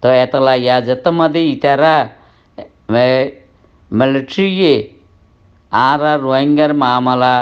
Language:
Rohingya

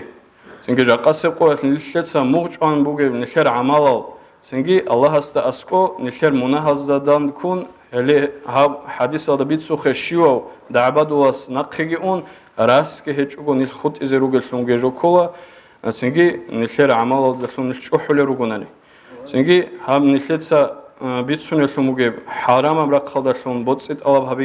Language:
Avaric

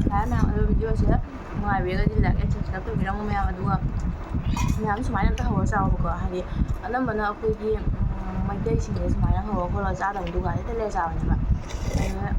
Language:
Manipuri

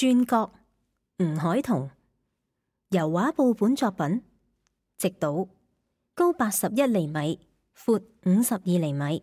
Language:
Cantonese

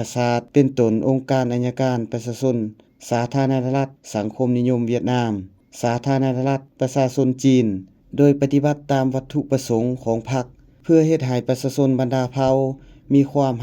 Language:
Lao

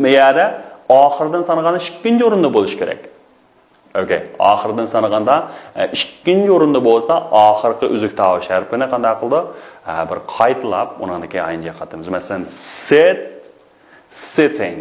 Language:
Uyghur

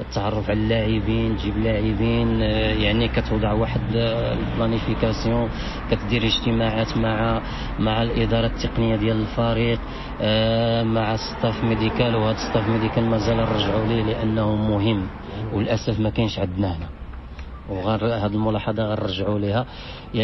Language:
Moroccan Arabic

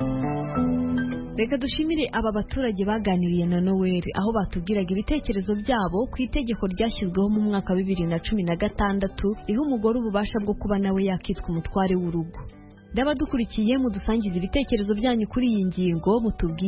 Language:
Kinyarwanda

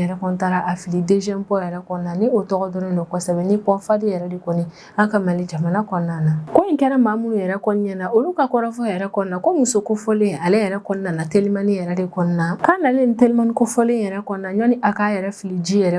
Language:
Bambara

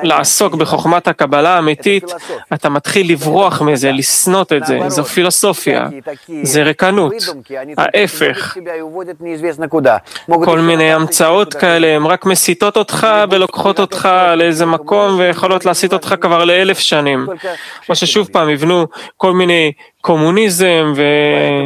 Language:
Hebrew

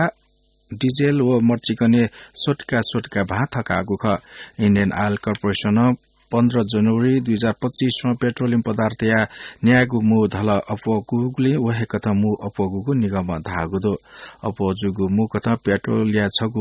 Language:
Newari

